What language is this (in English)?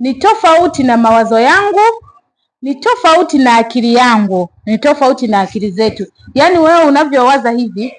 Swahili